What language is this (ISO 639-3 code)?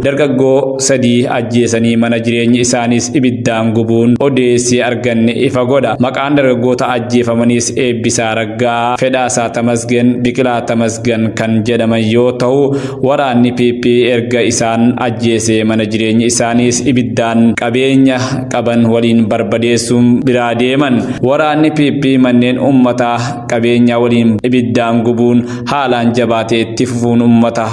orm